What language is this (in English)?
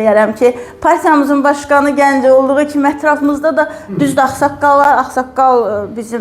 Azerbaijani